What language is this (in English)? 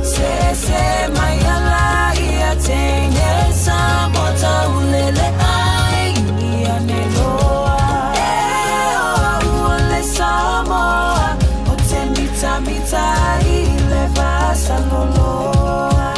Samoan